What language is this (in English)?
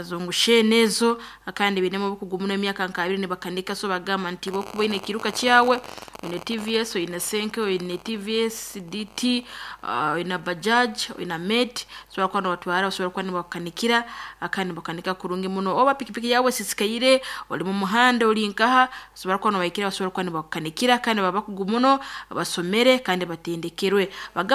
Nyankole